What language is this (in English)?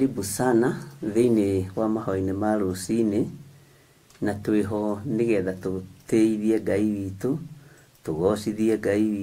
Kikuyu